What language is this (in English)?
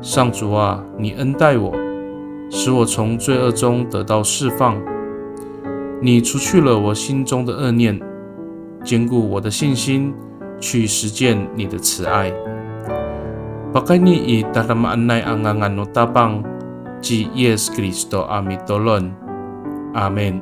Amis